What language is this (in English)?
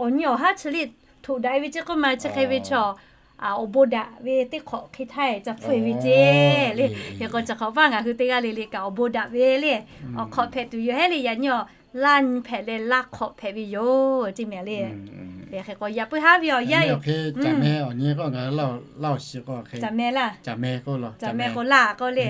Lahu